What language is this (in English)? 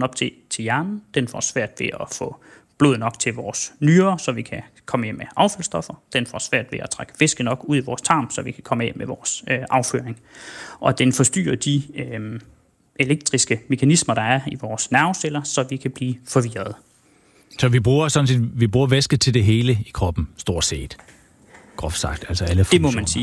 Danish